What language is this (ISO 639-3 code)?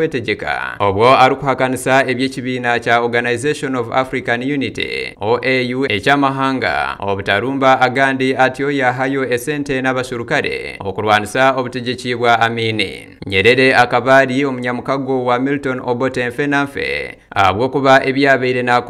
nyn